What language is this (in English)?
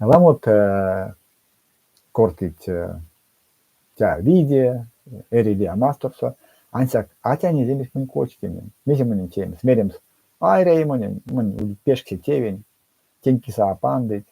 Erzya